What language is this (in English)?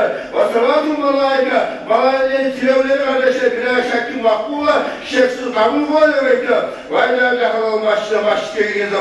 Kumyk